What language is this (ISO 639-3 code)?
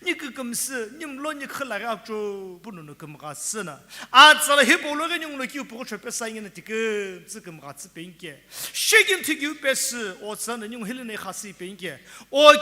nsm